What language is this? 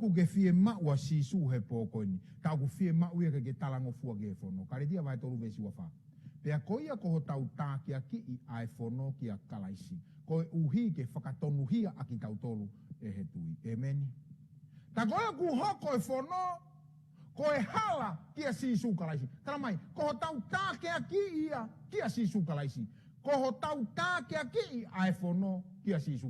Tongan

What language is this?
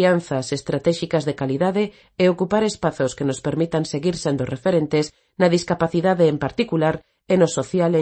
Galician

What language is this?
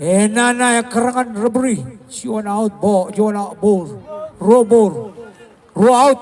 Marshallese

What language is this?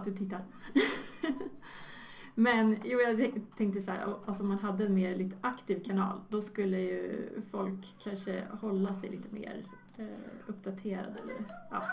Swedish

